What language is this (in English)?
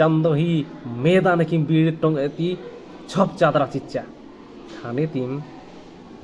Kurukh